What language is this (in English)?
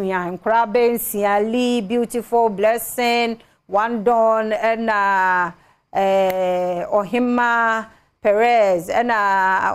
Akan